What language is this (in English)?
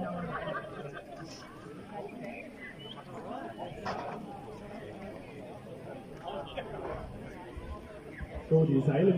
German